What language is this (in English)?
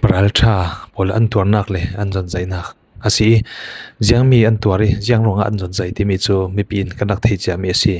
Falam Chin